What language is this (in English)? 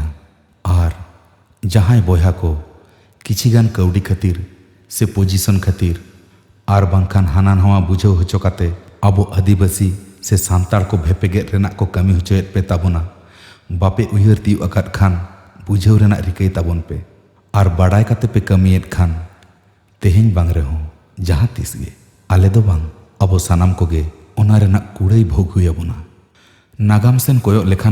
Santali